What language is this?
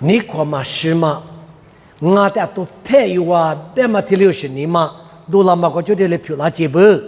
Lisu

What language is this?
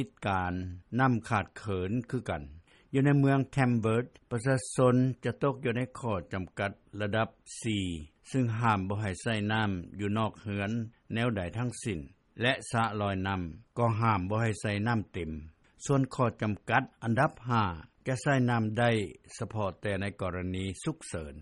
Lao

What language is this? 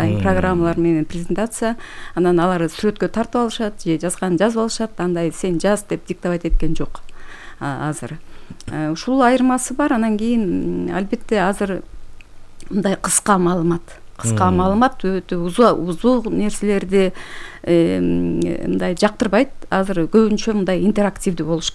Kyrgyz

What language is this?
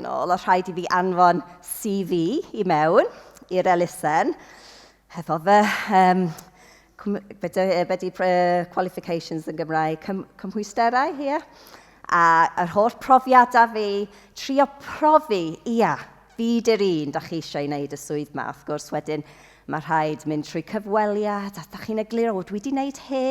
Welsh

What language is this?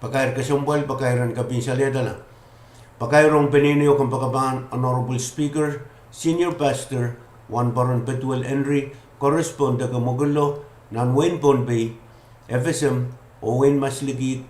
Pohnpeian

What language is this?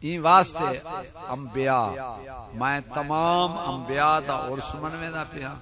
Saraiki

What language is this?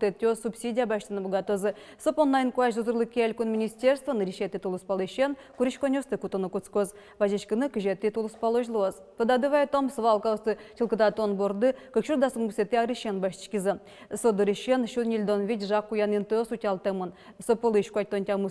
Udmurt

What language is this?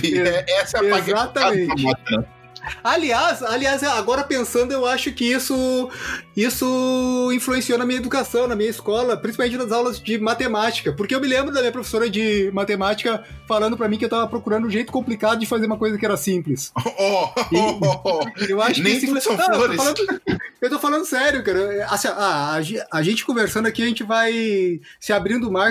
Portuguese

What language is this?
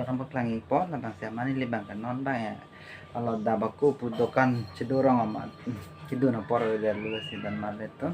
Karbi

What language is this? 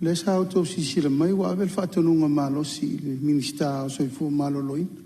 Samoan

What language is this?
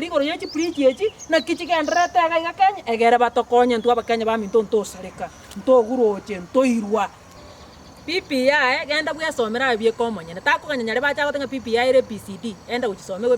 Gusii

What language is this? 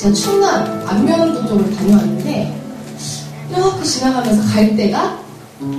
Korean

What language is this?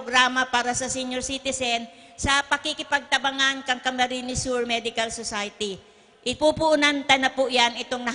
Bikol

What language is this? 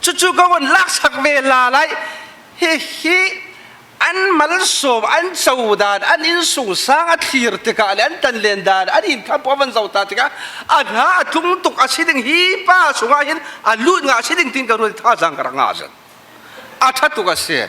Falam Chin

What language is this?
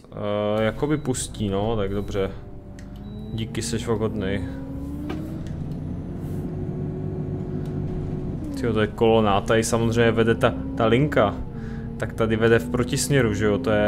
Czech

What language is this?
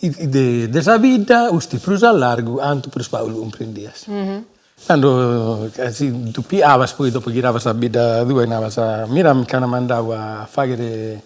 Sardinian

